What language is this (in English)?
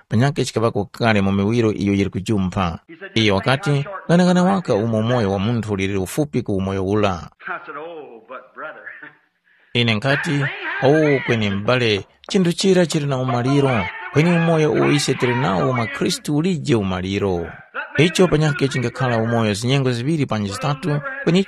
Tumbuka